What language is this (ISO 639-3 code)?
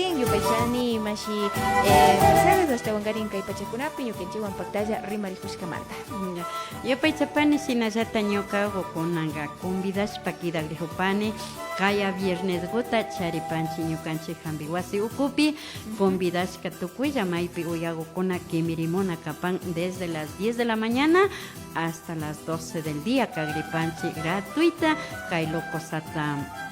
qvi